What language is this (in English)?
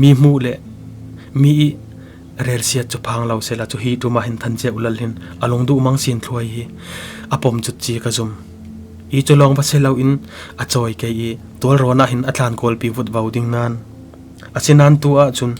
Falam Chin